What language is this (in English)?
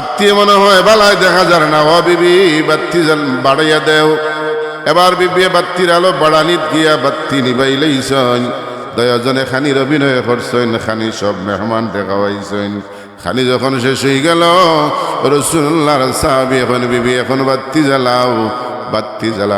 Sylheti